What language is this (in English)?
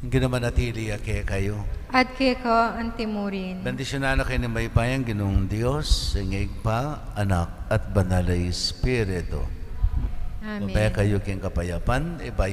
Pampanga